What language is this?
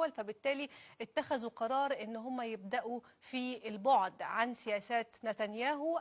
Egyptian Arabic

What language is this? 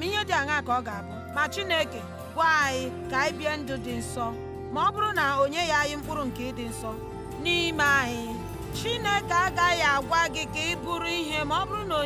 Igbo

